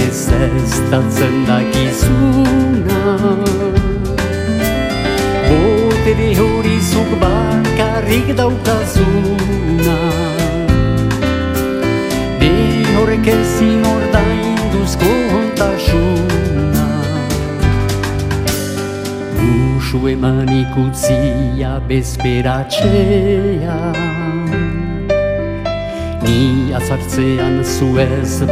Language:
Basque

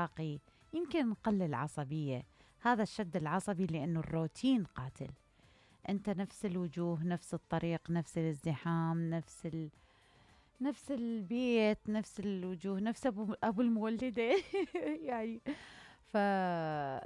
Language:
Mesopotamian Arabic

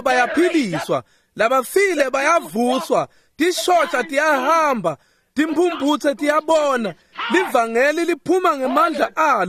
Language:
Swati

